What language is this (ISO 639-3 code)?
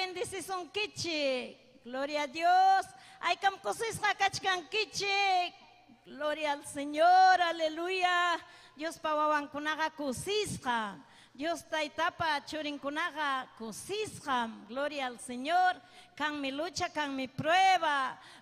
quy